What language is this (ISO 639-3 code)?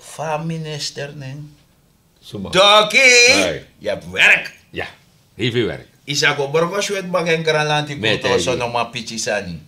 srn